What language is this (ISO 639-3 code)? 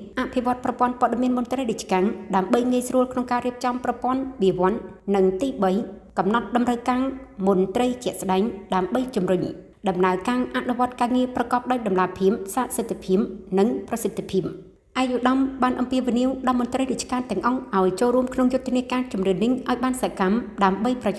khm